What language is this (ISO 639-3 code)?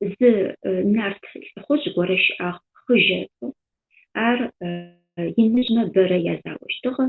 ady